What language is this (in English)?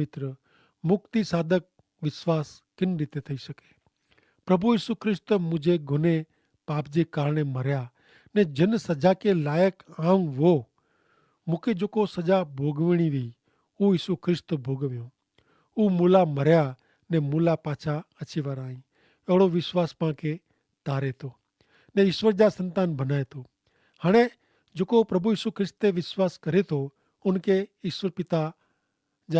Kachhi